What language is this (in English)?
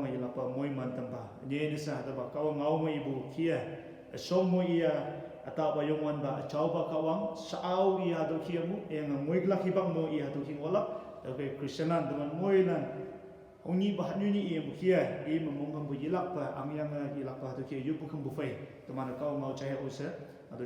Konyak Naga